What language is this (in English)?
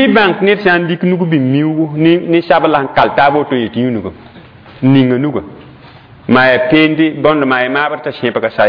Mossi